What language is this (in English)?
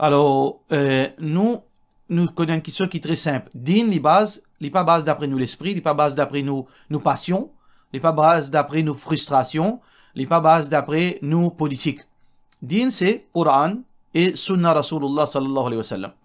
Morisyen